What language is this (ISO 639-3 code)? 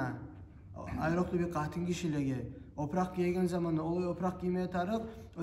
kum